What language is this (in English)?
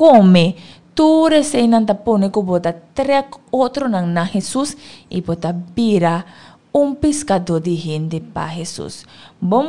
Papiamento